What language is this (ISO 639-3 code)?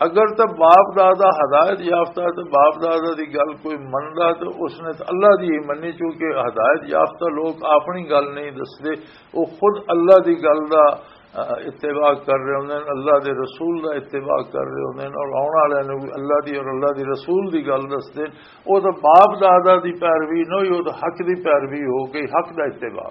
lah